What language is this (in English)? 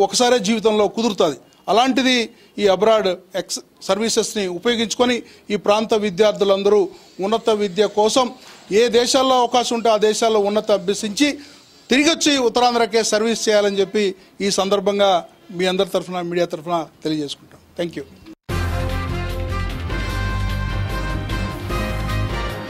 Telugu